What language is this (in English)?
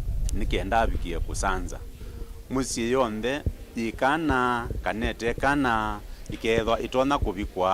Kamba